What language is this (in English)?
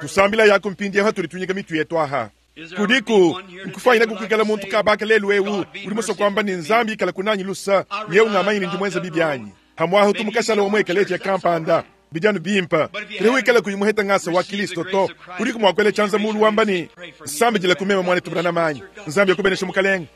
Luba-Lulua